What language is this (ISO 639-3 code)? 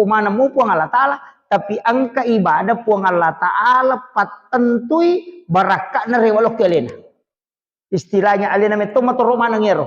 bug